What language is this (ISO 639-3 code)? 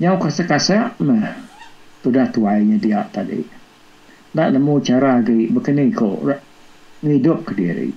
iba